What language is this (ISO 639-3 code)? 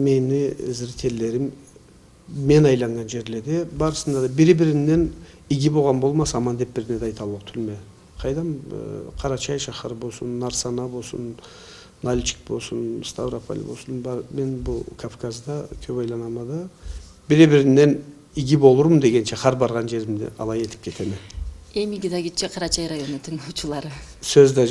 krc